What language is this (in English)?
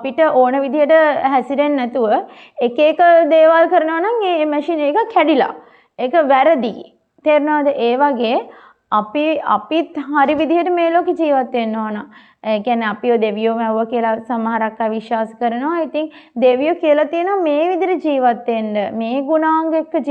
Sinhala